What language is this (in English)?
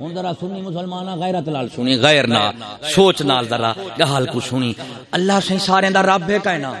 Saraiki